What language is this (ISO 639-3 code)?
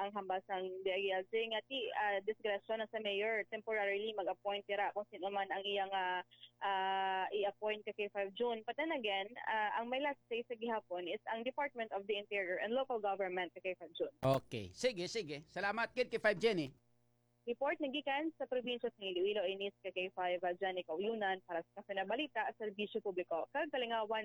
hil